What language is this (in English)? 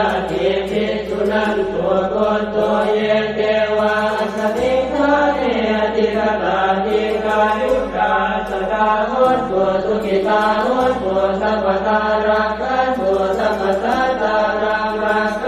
Pali